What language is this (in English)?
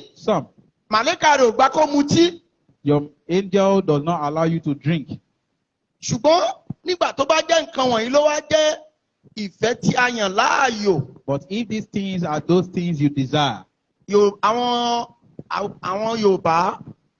Yoruba